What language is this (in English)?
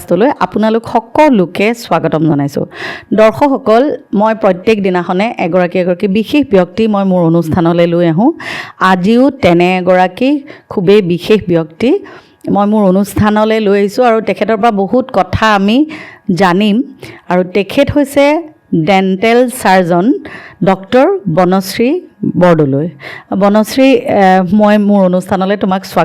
Assamese